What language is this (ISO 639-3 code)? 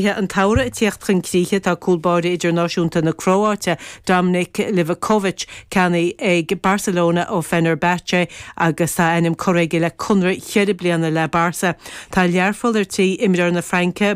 gle